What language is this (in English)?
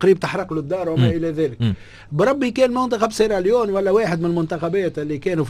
Tunisian Arabic